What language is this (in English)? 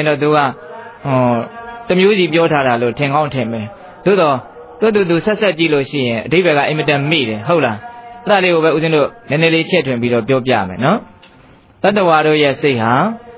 Burmese